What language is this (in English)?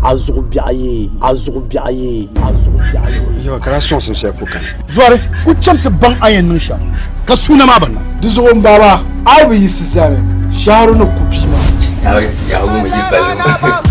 Dagbani